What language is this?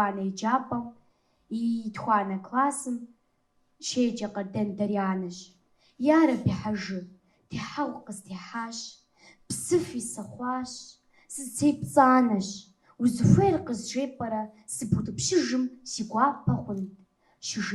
Kabardian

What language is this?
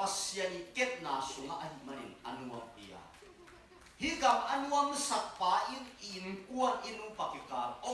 Tedim Chin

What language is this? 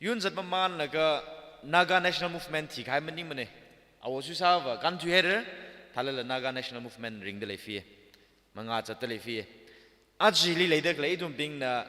Tangkhul Naga (India)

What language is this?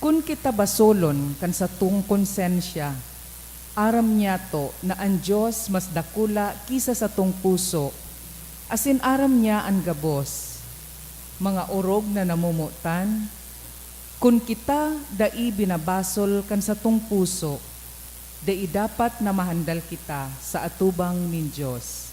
Bikol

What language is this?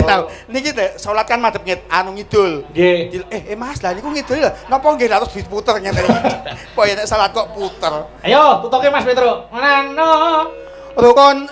Javanese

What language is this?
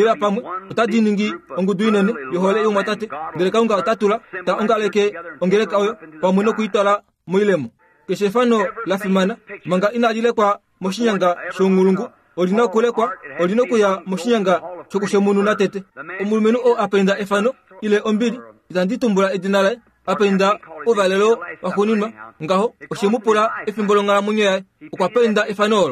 Kuanyama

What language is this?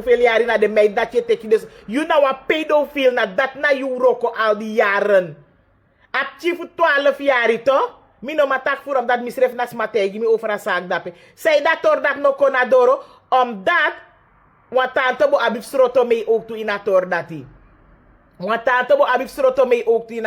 Sranan Tongo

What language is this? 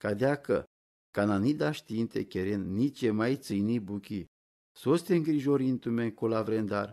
Romany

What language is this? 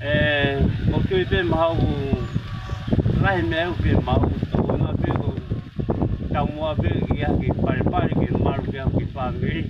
Tongan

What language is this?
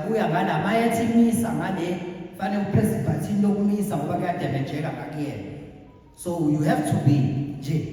Zulu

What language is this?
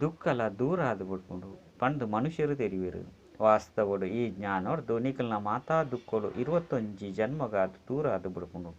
Tulu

